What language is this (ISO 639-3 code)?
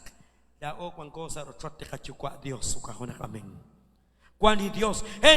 kek